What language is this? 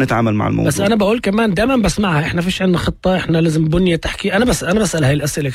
North Levantine Arabic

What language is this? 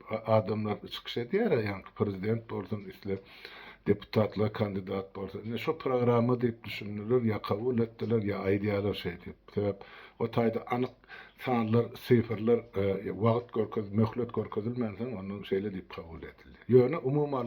Turkmen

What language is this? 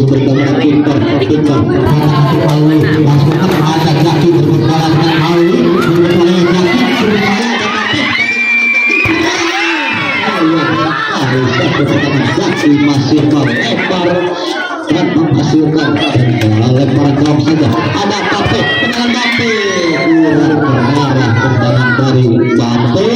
Indonesian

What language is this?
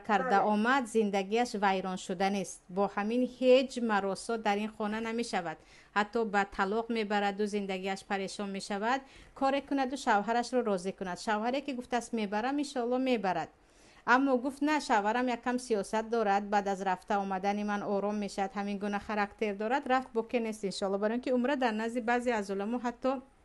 Tajik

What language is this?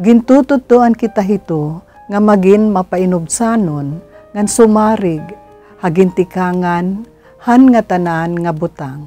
Waray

